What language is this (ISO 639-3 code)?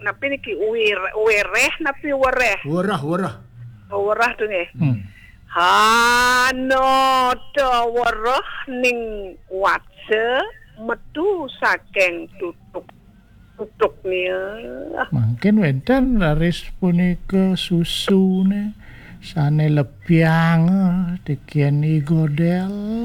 ban